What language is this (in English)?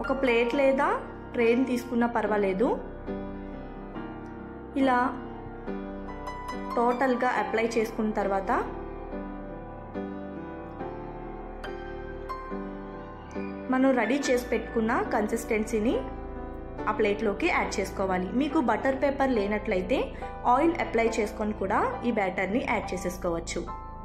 Telugu